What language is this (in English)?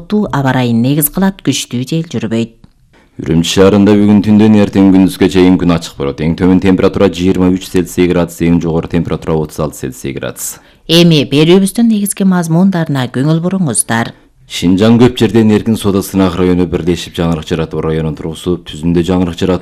Kyrgyz